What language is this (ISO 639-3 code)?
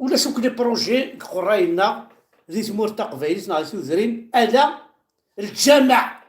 kab